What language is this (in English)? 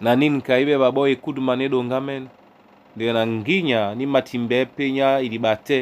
Duala